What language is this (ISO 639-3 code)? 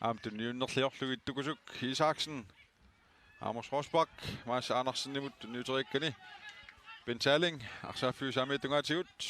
kal